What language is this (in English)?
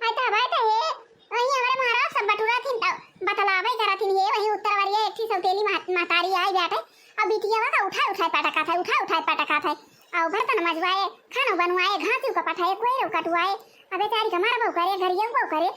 Awadhi